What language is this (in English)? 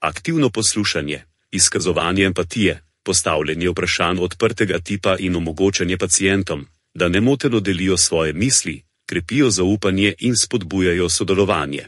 Slovenian